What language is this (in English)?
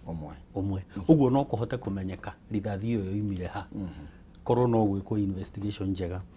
Kikuyu